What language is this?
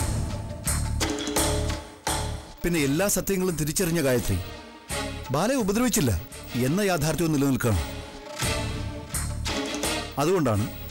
Malayalam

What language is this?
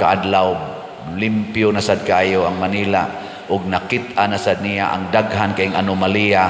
Cebuano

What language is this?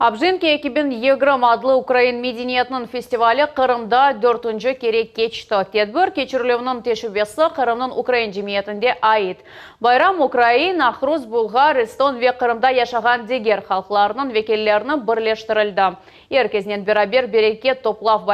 Crimean Tatar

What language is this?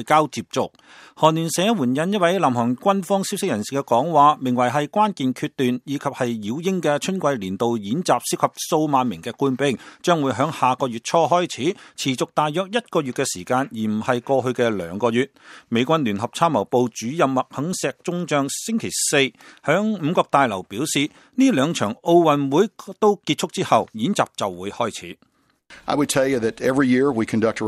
Cantonese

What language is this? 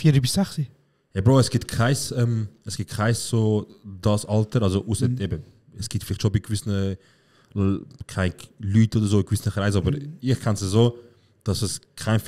Swiss German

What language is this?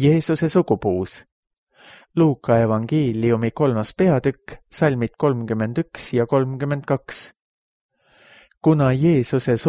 Estonian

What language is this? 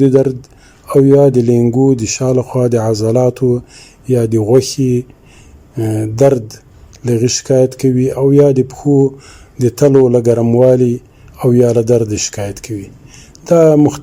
Pashto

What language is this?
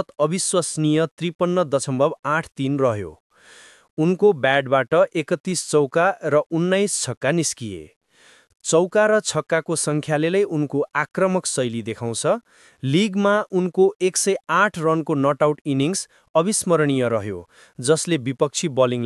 Nepali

